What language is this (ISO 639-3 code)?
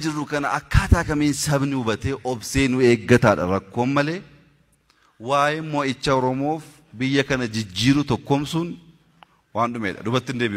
orm